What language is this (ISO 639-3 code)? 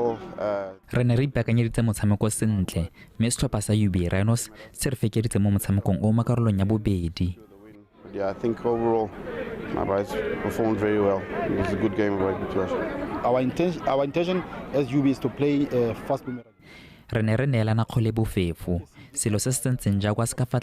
tsn